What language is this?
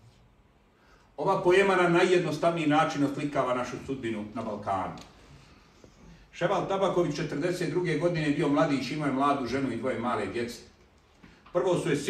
Bosnian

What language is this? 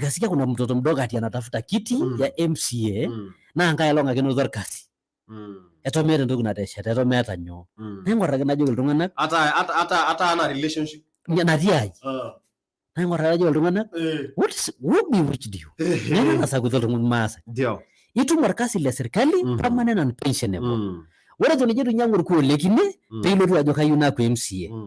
Masai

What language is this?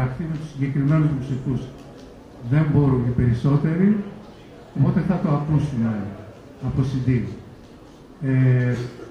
Greek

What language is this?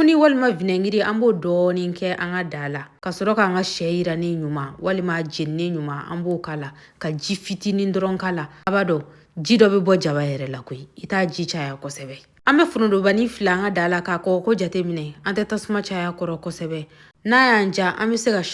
Bambara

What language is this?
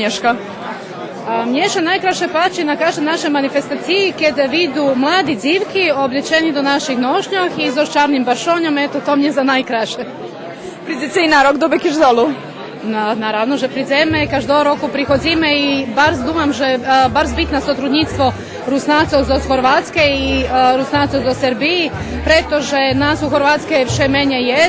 Rusyn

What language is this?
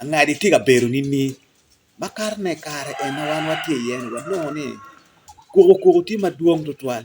Acoli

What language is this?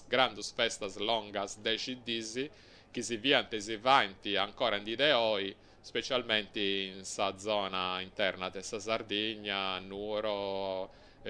Sardinian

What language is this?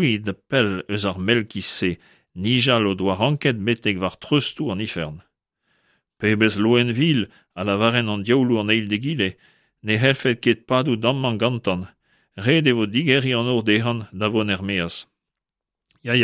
Breton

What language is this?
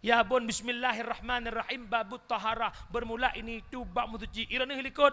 Achinese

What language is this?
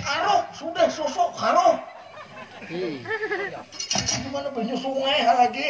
Banjar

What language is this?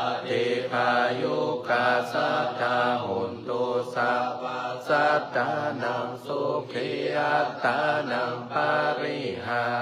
Pali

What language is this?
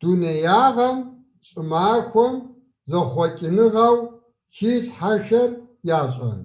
Kabardian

